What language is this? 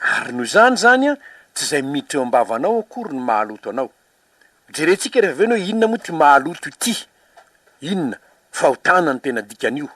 Malagasy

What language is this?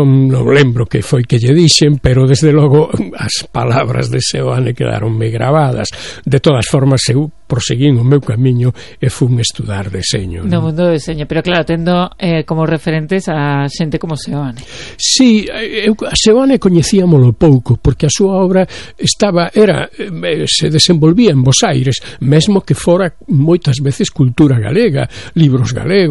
Galician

